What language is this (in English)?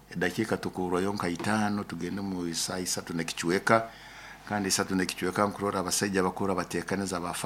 Nyoro